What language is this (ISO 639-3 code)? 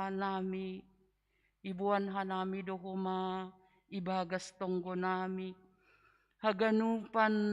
bts